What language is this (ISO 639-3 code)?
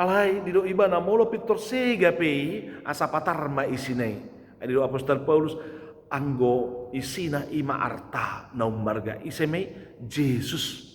bbc